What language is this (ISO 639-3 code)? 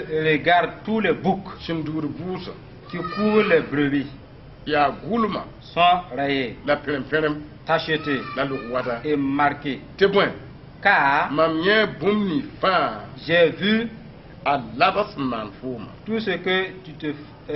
mos